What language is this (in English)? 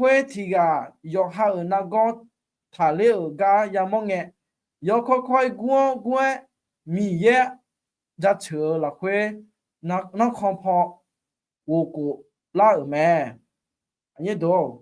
Akha